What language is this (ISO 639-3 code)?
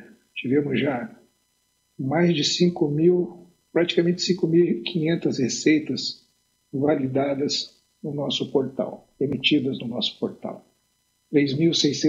por